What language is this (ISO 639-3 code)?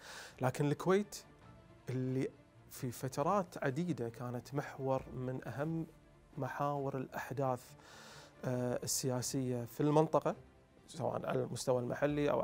ara